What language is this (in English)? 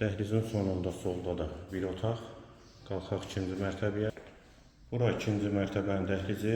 Azerbaijani